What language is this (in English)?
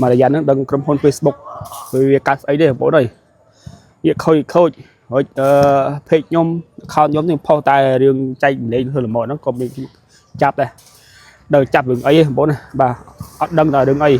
Khmer